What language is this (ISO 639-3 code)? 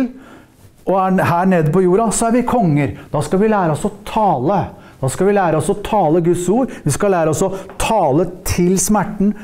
nor